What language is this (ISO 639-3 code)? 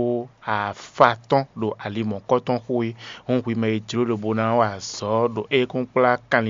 fon